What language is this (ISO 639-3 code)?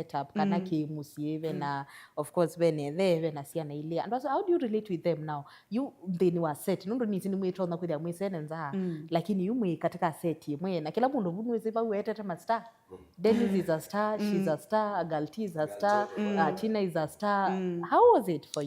kam